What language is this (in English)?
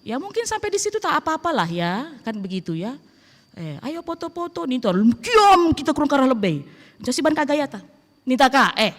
Batak Karo